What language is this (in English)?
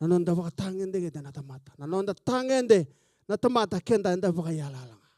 Fijian